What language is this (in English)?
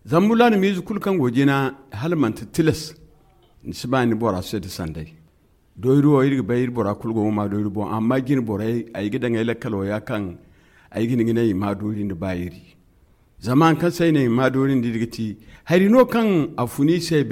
Zarma